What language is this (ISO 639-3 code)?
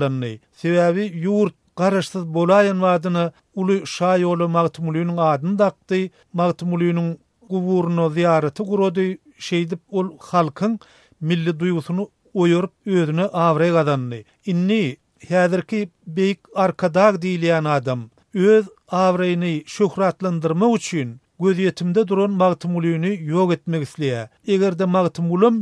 tuk